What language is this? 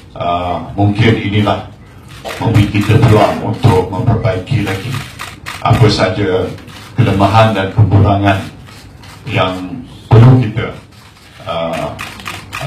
Malay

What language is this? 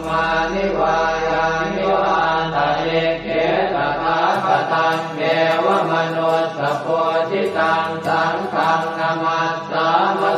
Pali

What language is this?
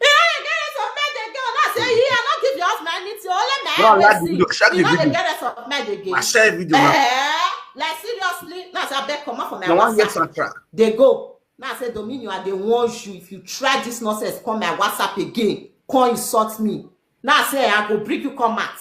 Nigerian Pidgin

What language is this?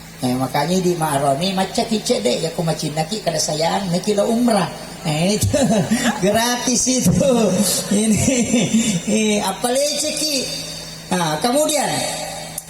Buginese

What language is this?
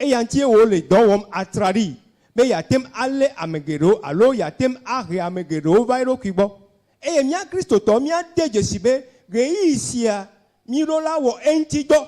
Ewe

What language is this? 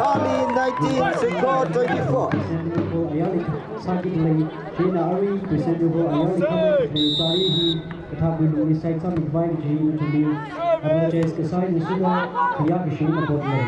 Tangkhul Naga (India)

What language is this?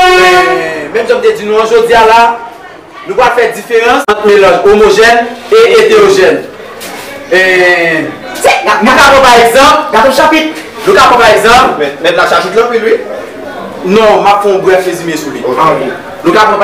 Haitian Creole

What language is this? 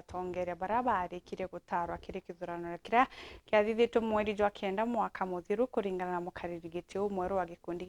Meru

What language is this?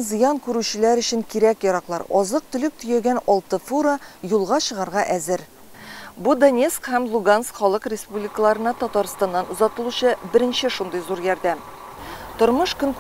Tatar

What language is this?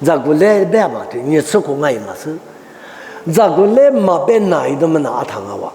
Lisu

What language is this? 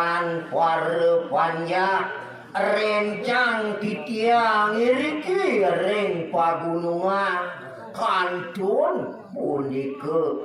Balinese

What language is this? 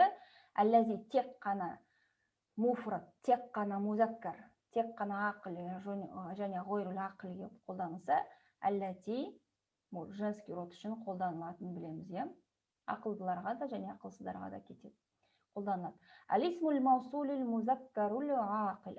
Kazakh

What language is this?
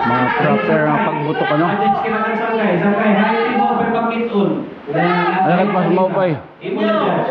Waray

